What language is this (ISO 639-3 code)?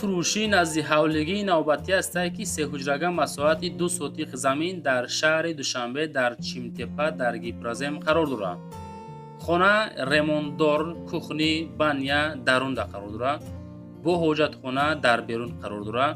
tgk